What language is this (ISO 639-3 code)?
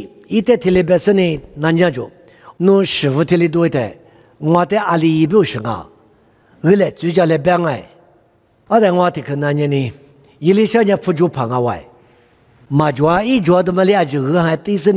lis